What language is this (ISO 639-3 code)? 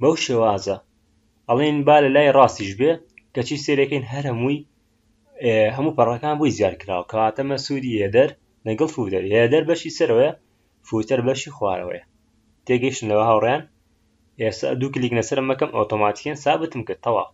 ckb